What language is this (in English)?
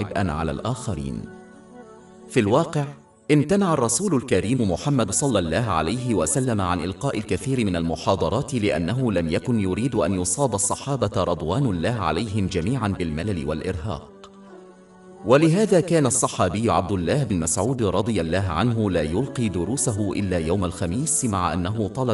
Arabic